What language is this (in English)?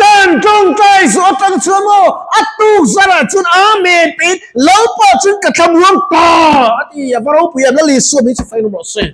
Mizo